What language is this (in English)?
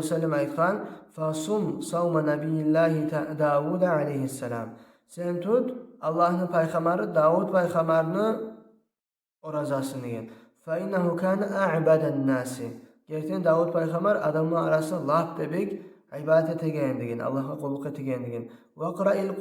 Kumyk